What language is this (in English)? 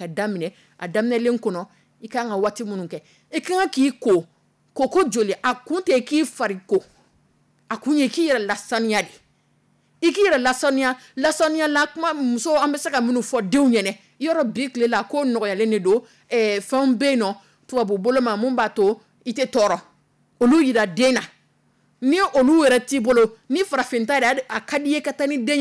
Dyula